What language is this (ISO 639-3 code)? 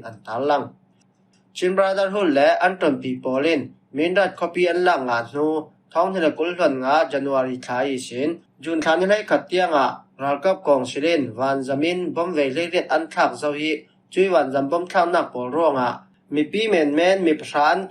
cfm